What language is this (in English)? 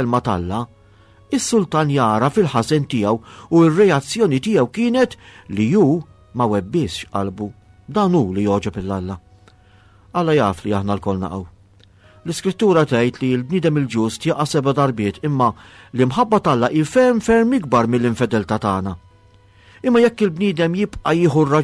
Maltese